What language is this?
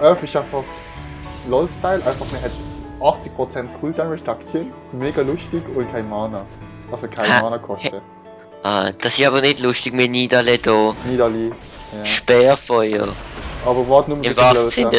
Swiss German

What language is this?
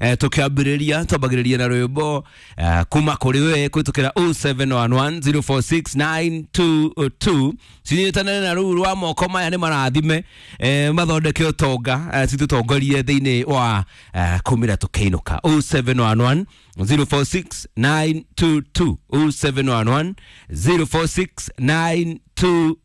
Kikuyu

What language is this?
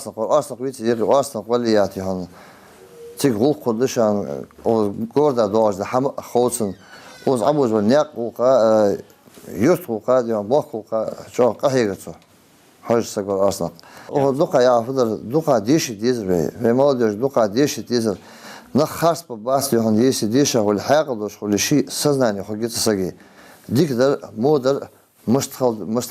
Ingush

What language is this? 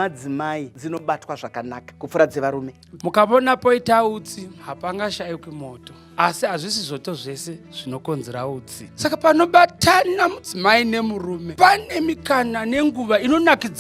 Shona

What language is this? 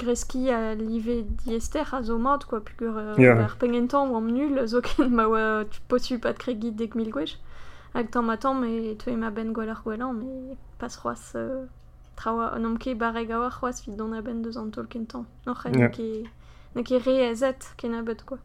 Breton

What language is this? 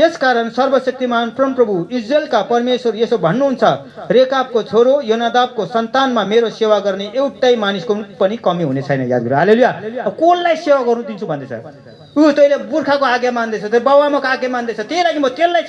Nepali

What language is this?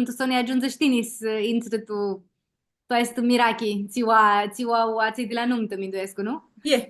Aromanian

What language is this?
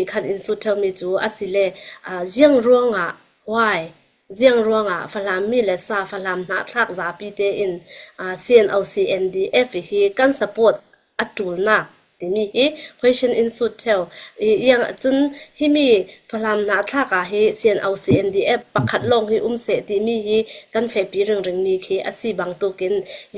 Falam Chin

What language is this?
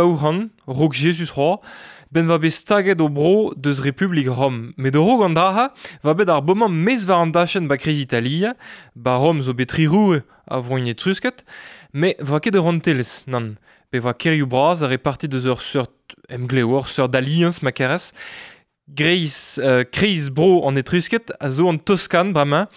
Breton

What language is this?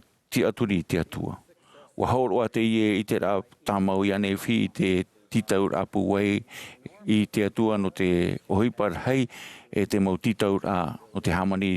Tahitian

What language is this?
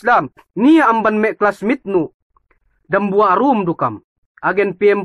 Yakan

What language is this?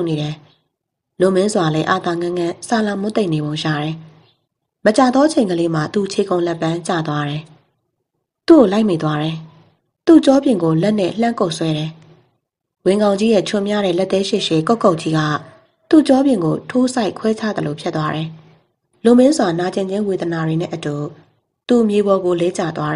Burmese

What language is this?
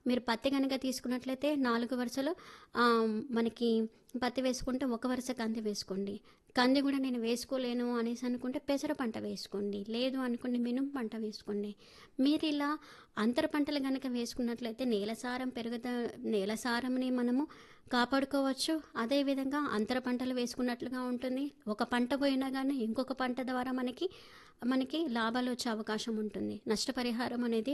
Telugu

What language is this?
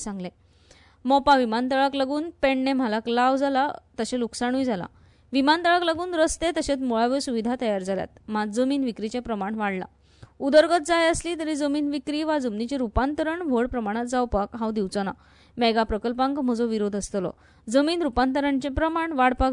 Konkani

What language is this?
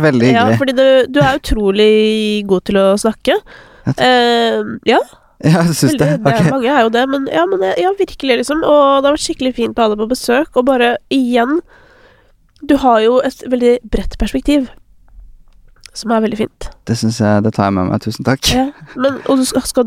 Norwegian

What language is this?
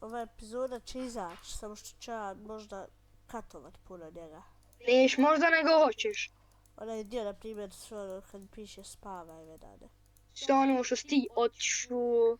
Bosnian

